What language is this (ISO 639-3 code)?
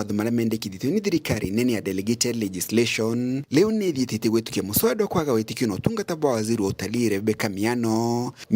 mer